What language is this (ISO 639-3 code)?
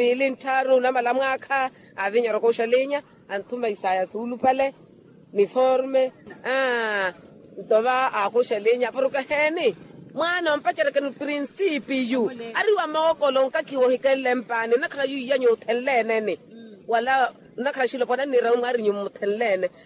vmw